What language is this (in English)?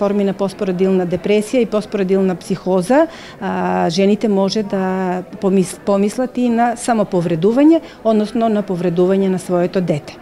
Macedonian